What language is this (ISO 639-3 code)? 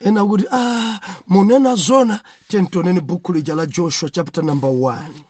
nya